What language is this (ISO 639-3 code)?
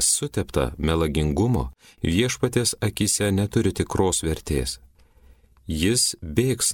lit